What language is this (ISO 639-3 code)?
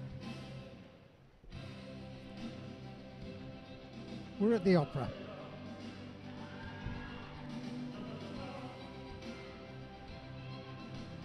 eng